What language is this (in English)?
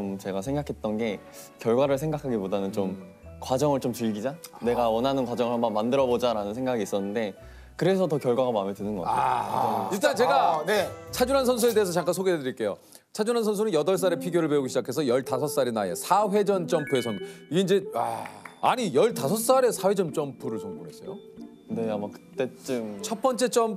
Korean